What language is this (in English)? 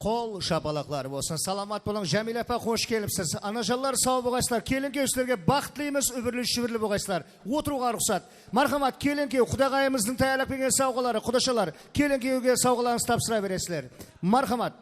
Kara-Kalpak